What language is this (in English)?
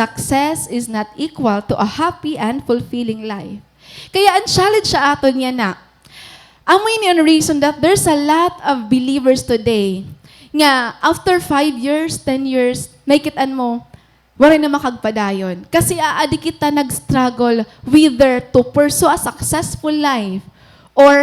Waray